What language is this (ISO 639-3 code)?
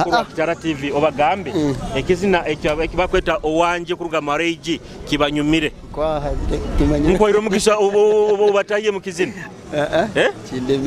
nyo